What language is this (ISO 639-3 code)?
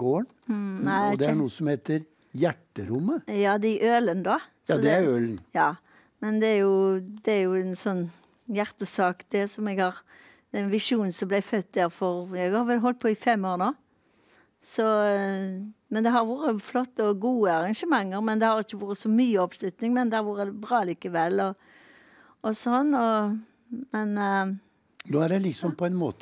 nor